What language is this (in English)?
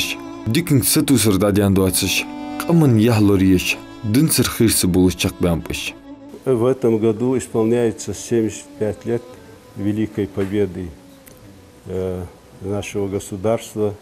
Ingush